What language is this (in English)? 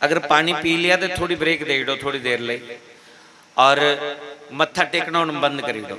Dogri